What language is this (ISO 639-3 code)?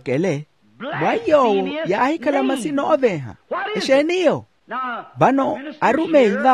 vmw